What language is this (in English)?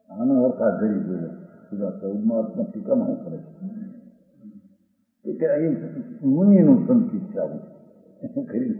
Gujarati